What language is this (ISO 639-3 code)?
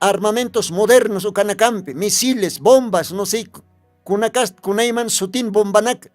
aym